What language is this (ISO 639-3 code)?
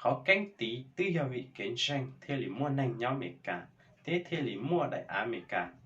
hmn